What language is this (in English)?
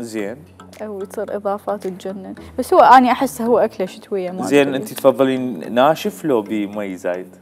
Mesopotamian Arabic